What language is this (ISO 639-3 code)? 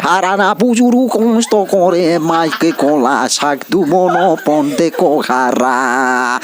ria